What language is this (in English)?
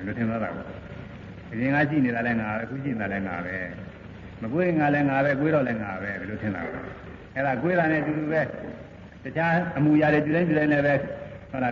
Burmese